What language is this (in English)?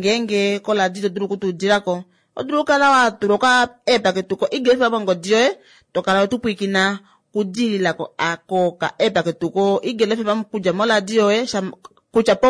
Kuanyama